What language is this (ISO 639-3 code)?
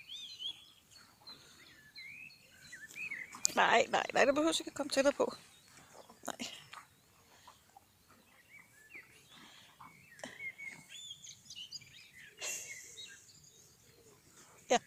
dan